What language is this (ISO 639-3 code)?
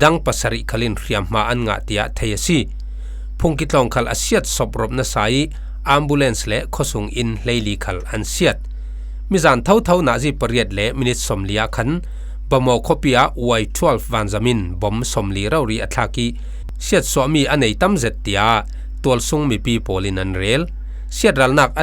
cfm